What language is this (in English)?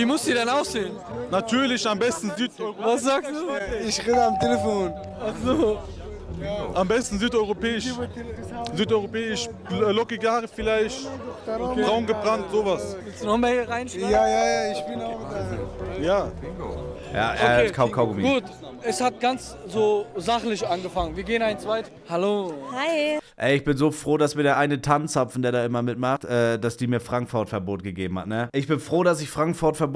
German